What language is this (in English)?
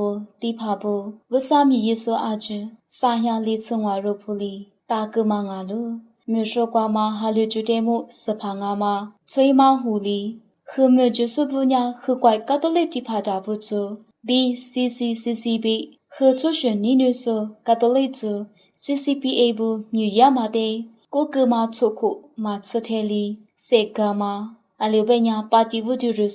Lisu